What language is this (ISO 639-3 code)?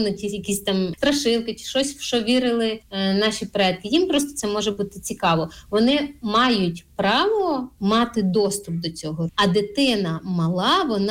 ukr